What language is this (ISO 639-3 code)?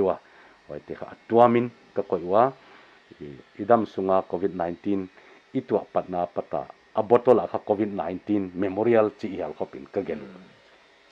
pck